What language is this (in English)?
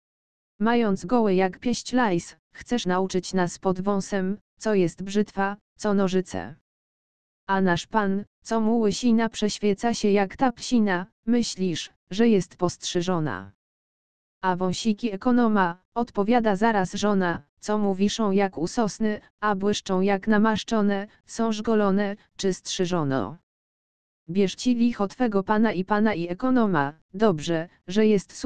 Polish